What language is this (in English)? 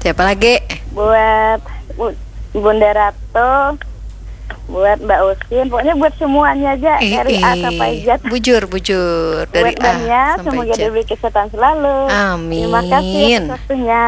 Banjar